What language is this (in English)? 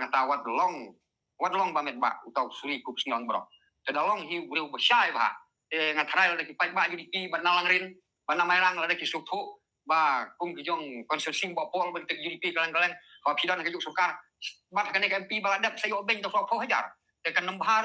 Khasi